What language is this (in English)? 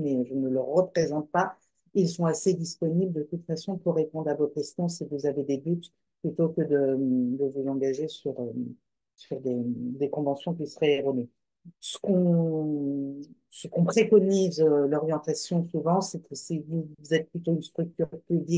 French